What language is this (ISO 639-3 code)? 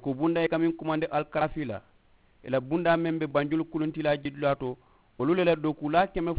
man